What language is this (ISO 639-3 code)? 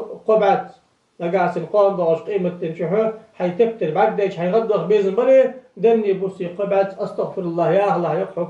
inh